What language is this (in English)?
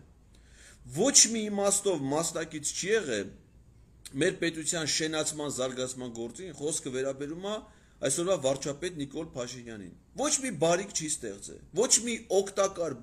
Armenian